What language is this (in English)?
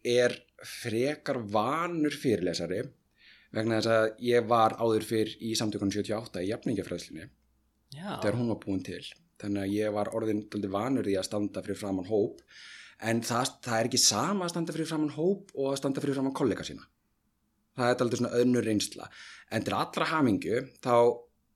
Icelandic